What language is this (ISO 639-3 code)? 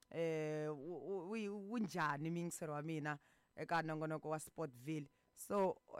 tso